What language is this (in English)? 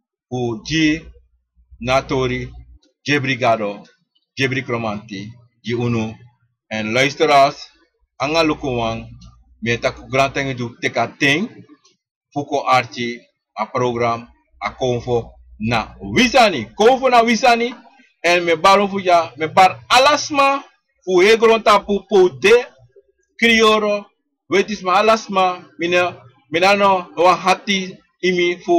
Sranan Tongo